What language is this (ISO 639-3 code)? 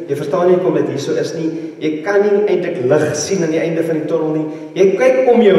afr